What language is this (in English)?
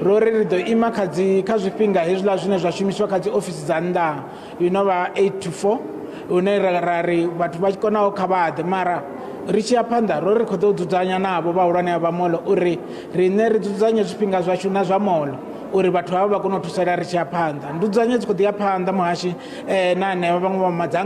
Venda